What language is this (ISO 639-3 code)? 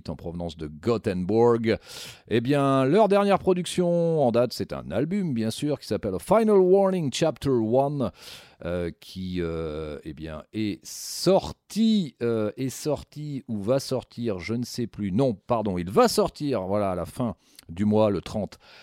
fra